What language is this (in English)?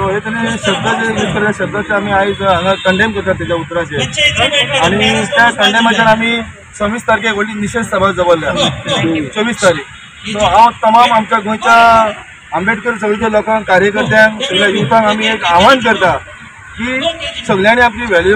Konkani